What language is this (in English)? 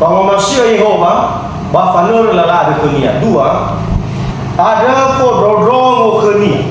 Nias